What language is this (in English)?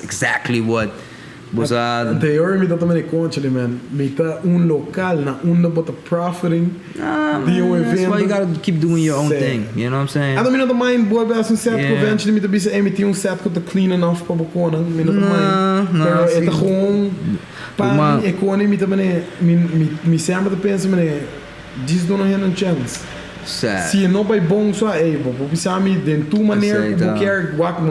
Papiamento